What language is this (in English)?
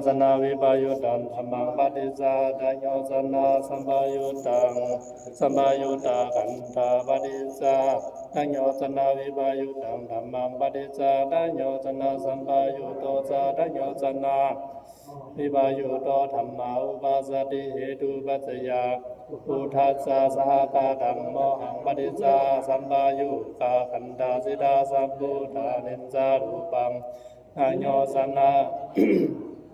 Pali